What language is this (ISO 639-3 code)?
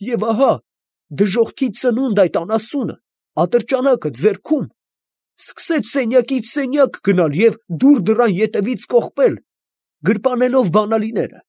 hye